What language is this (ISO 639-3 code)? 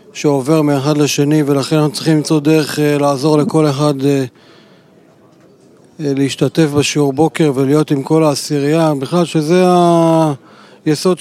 heb